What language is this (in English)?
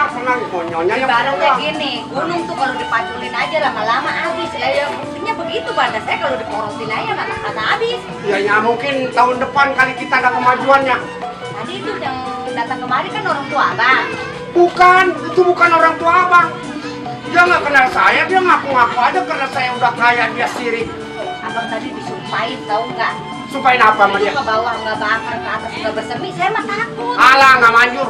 Betawi